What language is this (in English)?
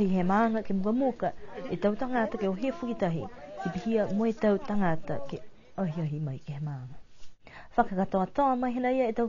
Niuean